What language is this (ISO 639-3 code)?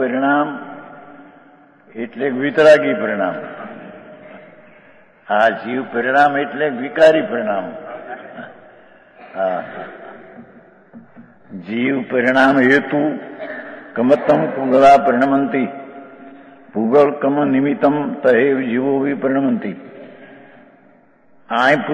guj